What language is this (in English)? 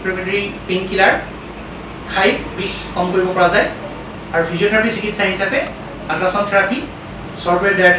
Assamese